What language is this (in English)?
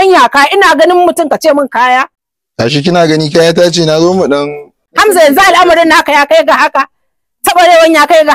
Hausa